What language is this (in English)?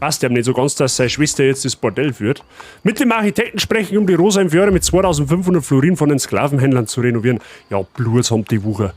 Bavarian